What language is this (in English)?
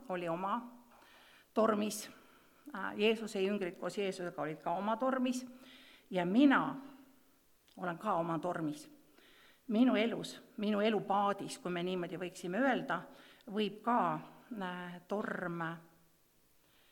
Estonian